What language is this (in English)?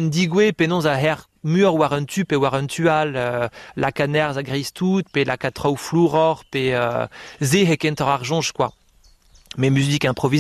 Breton